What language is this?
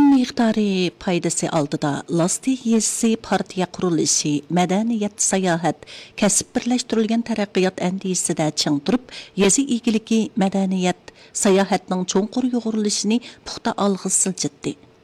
Uyghur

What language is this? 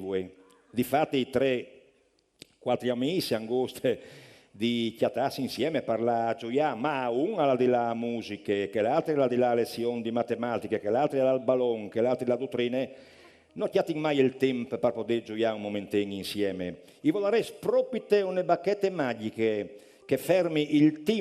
Friulian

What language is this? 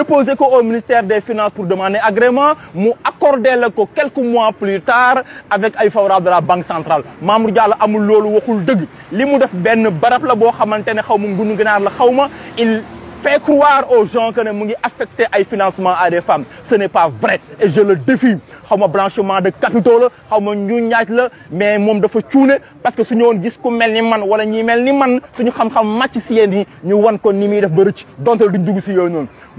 Wolof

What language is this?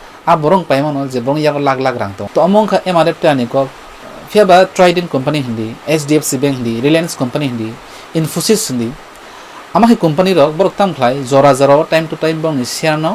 Kok Borok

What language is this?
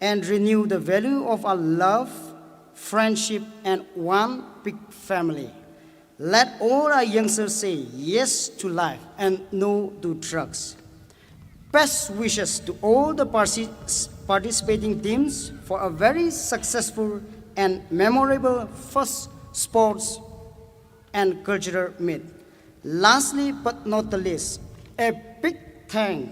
Tangkhul Naga (India)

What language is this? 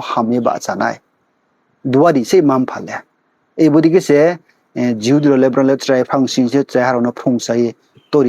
Riang (India)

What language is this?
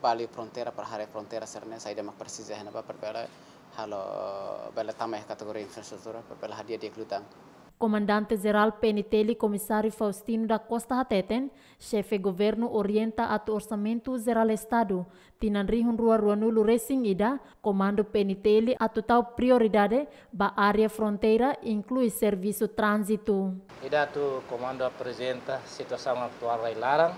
Tetum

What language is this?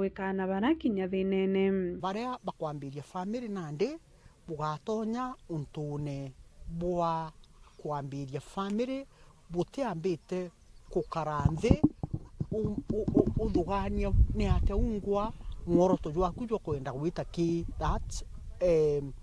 Meru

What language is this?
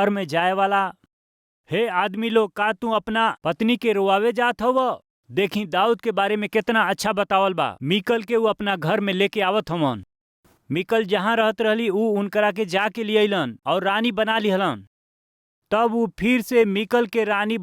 Bhojpuri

